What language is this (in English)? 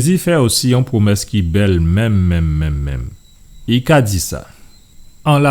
Guadeloupean Creole French